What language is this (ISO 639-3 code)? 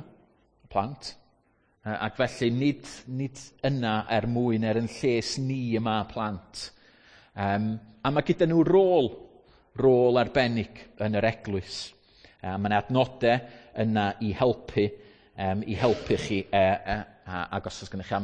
cym